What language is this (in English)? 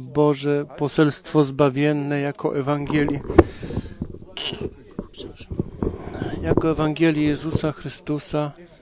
Polish